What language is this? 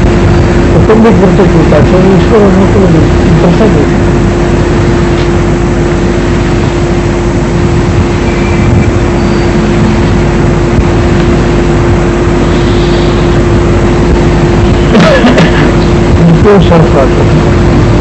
Gujarati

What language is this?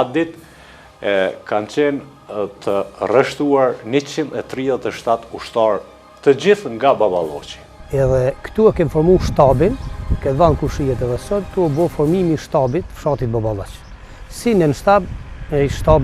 Albanian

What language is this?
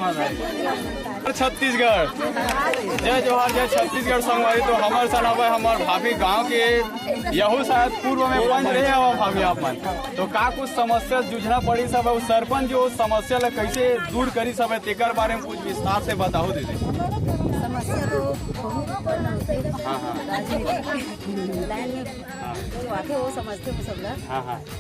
Chhattisgarhi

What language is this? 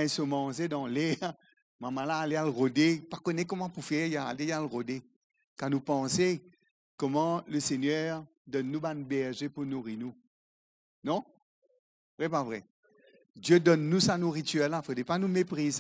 Morisyen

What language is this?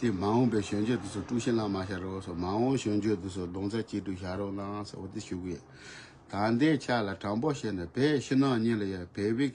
Tibetan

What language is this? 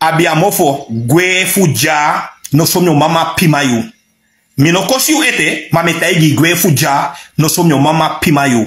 Sranan Tongo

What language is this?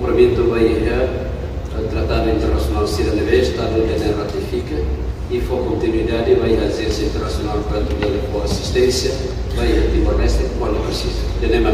Tetum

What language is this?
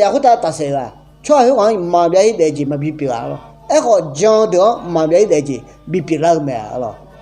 Akha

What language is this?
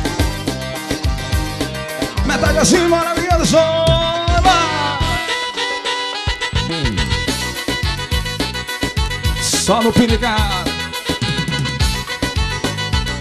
Portuguese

